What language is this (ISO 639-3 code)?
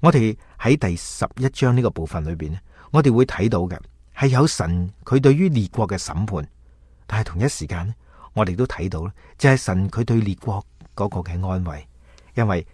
yue